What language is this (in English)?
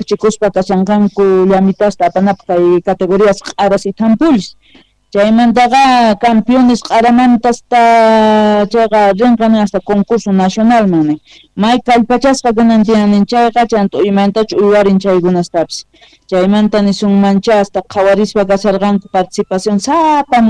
Quechua